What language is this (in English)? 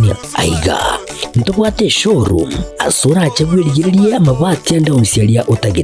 Gusii